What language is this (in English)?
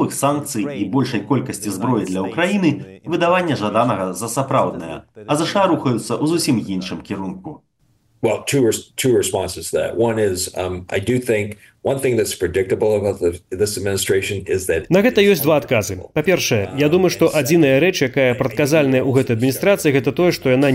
Belarusian